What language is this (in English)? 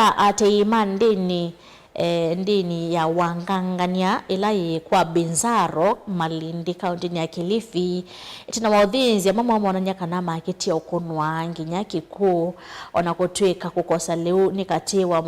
Kamba